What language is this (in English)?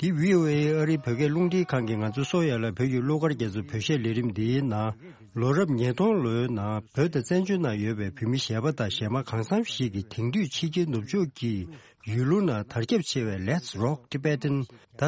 Tibetan